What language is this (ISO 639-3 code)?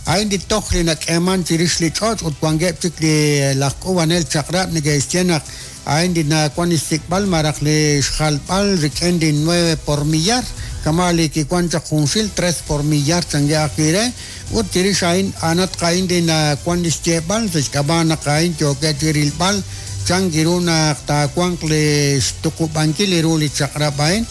kek